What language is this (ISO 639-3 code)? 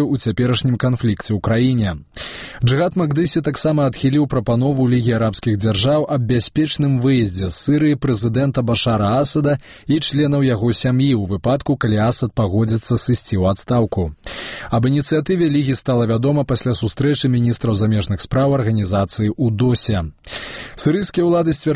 bel